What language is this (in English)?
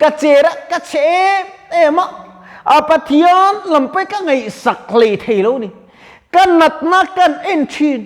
Mizo